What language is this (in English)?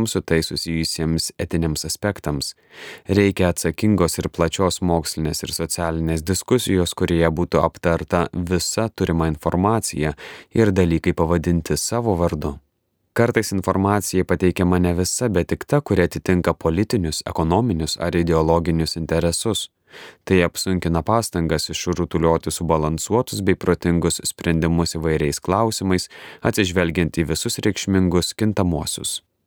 Lithuanian